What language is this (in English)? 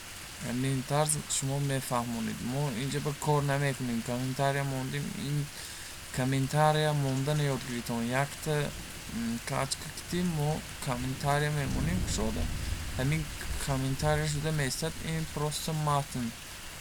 Tajik